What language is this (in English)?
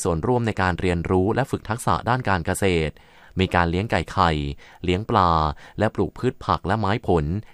Thai